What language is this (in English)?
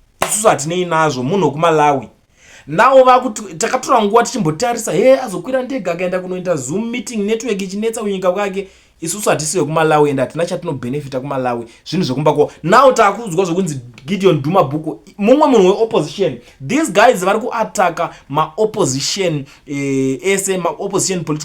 Shona